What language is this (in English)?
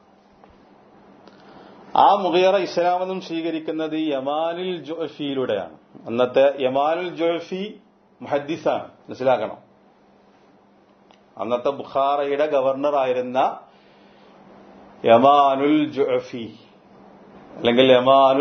Malayalam